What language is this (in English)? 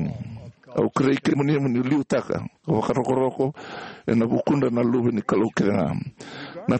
Fijian